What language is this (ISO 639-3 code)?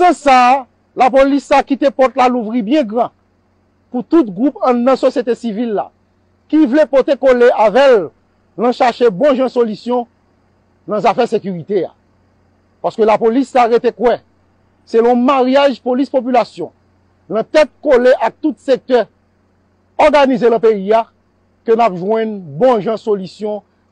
hat